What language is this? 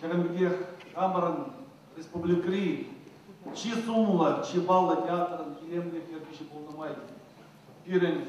Chuvash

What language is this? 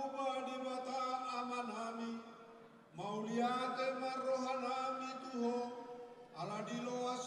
Batak Toba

